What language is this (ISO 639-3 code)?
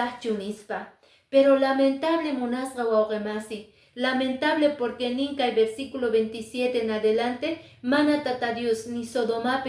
que